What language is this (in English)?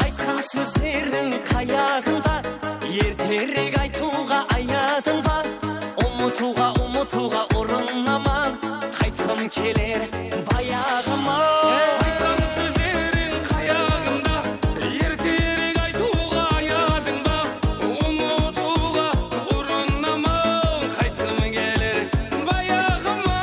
Kara-Kalpak